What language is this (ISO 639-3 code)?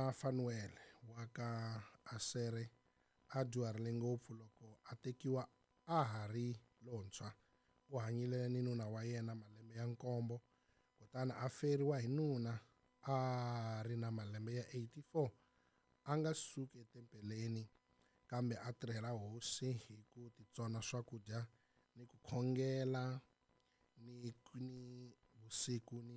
tso